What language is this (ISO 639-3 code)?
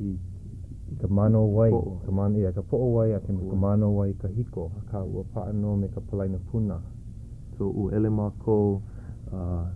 haw